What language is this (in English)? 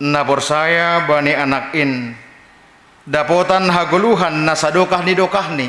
Batak Simalungun